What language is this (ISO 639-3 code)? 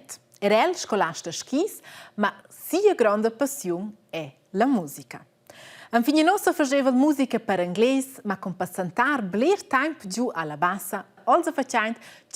roh